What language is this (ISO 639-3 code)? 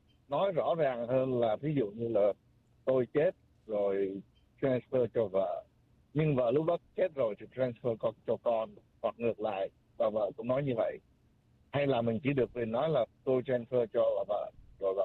vie